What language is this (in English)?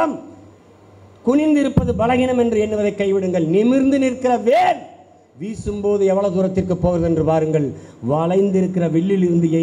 Tamil